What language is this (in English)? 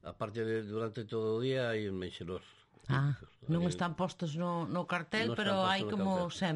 Galician